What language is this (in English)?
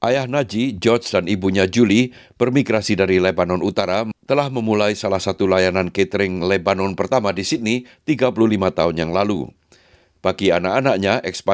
Indonesian